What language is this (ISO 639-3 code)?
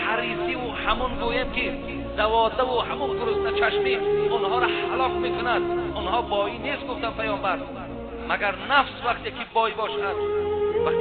tgk